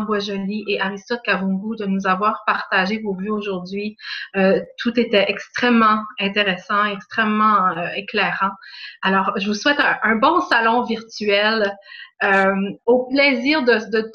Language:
French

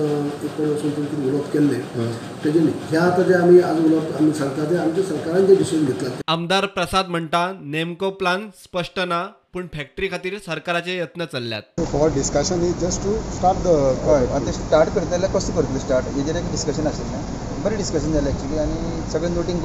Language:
Konkani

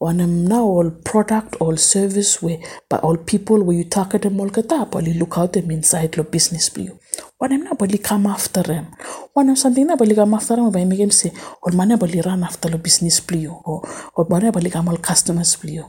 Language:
Bislama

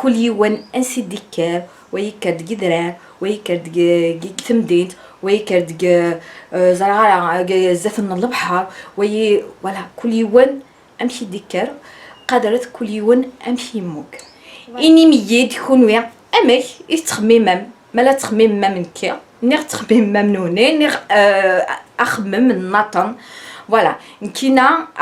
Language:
Kabyle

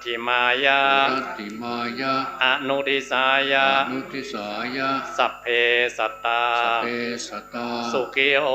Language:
Pali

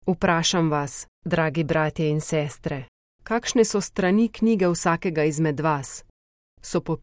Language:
Slovenian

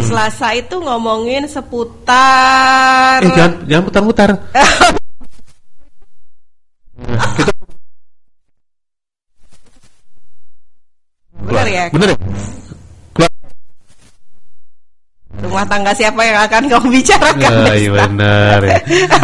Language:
Indonesian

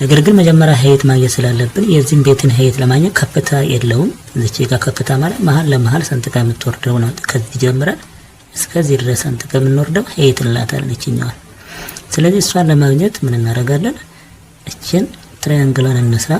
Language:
Amharic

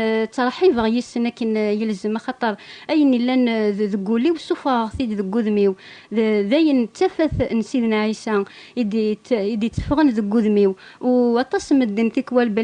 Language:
Kabyle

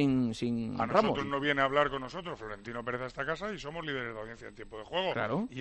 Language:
Spanish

